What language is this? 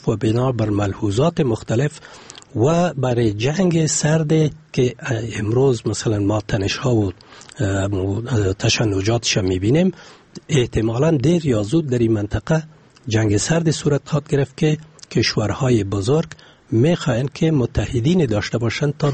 Persian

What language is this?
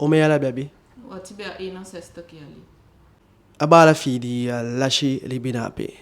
Eastern Maroon Creole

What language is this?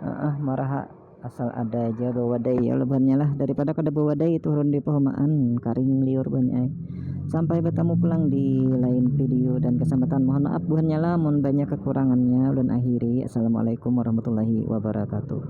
Banjar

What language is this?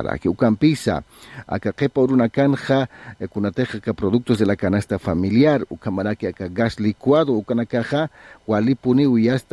Aymara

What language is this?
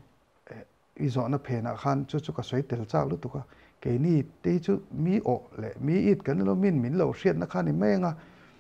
Mizo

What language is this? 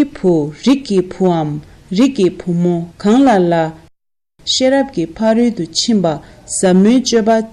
Tibetan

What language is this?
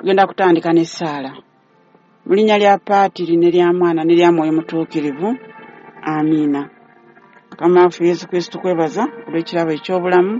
Ganda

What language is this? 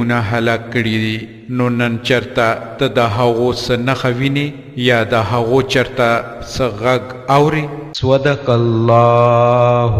Pashto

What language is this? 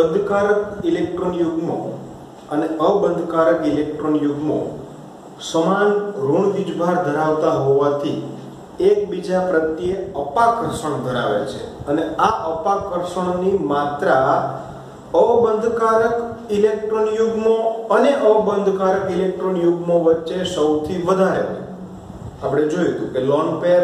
Gujarati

